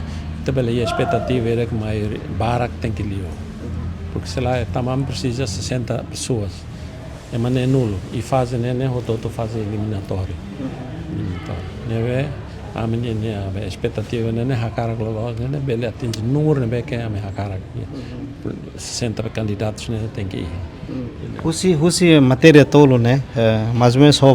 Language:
Tetum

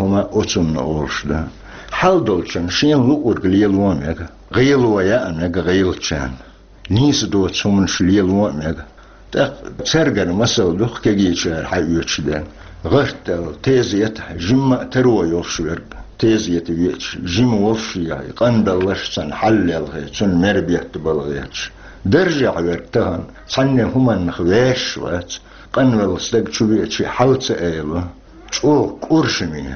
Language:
Chechen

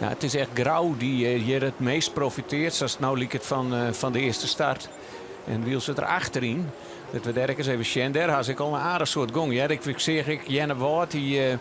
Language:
Western Frisian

